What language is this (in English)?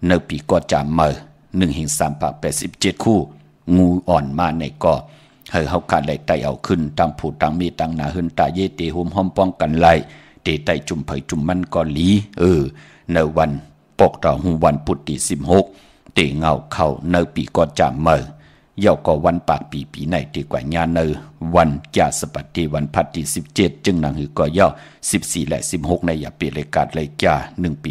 Shan